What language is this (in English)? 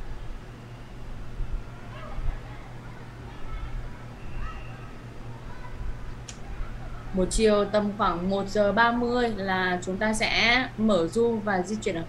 Vietnamese